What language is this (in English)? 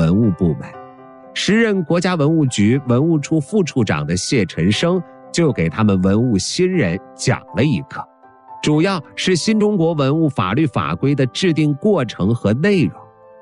Chinese